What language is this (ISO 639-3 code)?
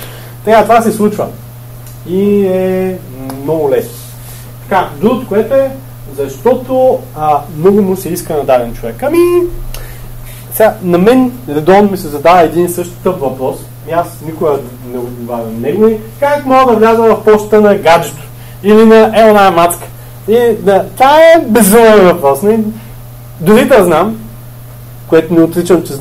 bul